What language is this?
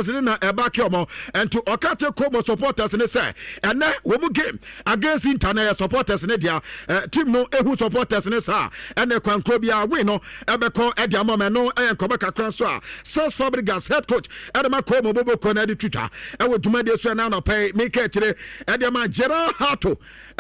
Akan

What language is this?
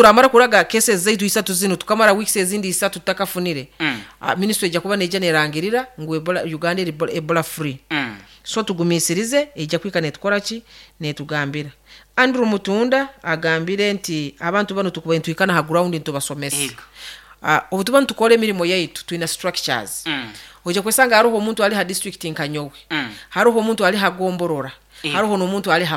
Nyoro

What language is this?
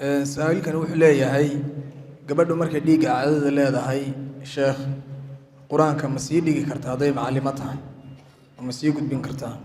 Somali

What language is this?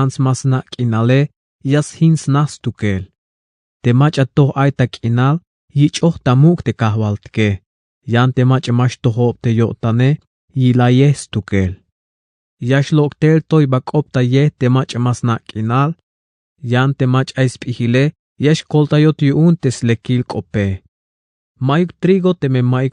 Tzeltal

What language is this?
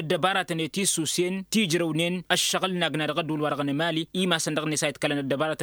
Tamasheq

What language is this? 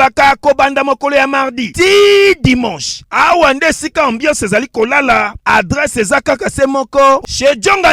Lingala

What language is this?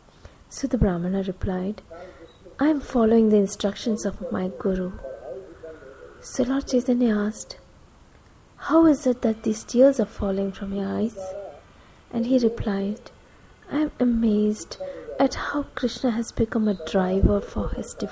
English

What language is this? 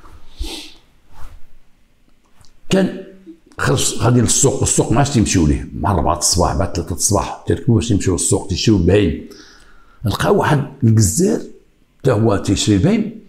Moroccan Arabic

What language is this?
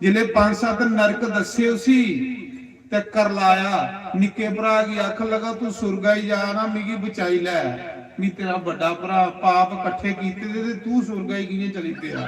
Dogri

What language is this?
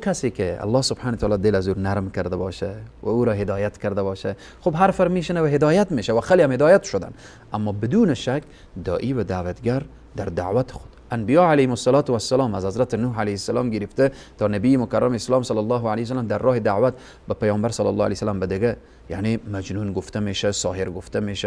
Persian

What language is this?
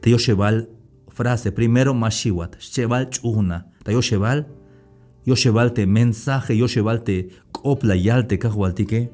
Tzeltal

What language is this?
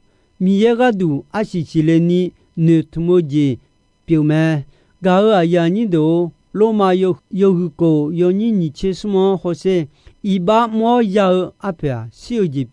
Akha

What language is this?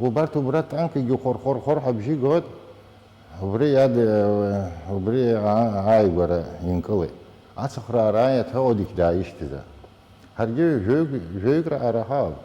Abkhazian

